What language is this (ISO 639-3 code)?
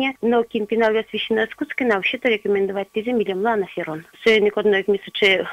udm